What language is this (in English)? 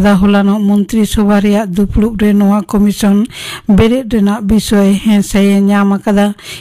Santali